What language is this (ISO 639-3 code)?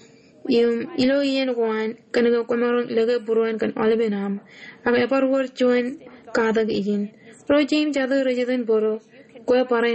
mah